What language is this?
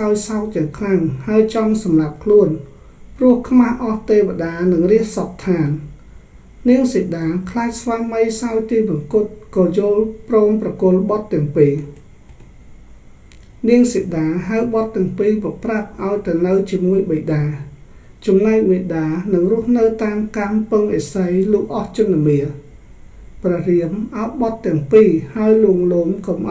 Khmer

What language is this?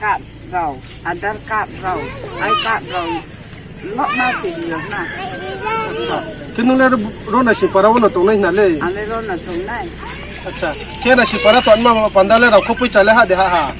Riang (India)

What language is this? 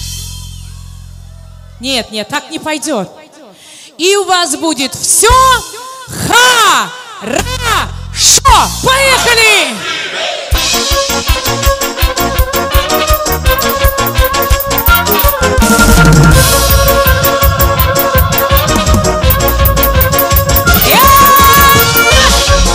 Russian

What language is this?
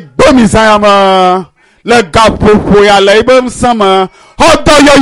Ewe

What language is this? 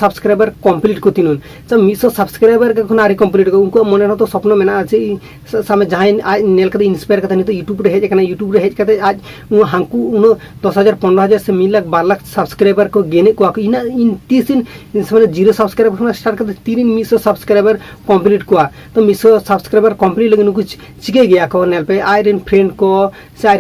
Santali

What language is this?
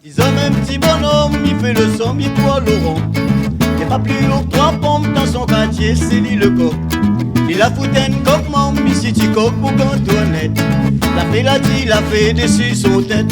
Réunion Creole French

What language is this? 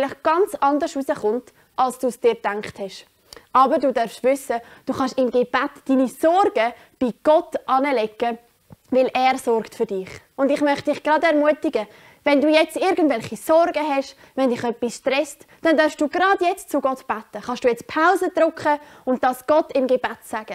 Swiss German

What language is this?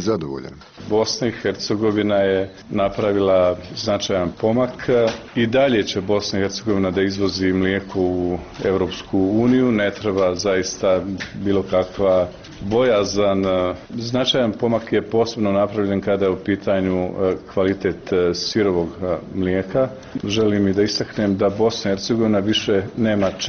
Bosnian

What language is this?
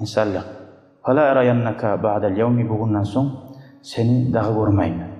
Kumyk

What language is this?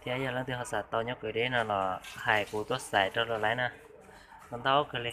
Hmong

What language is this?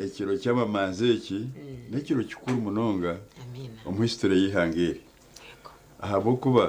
Nyankole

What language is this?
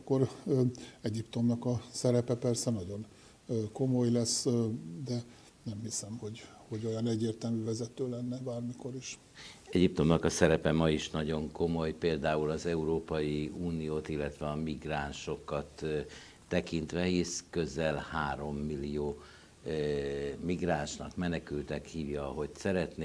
Hungarian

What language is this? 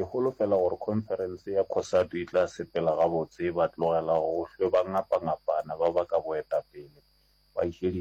Northern Sotho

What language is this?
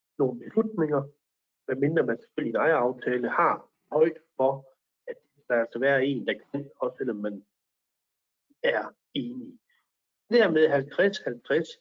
Danish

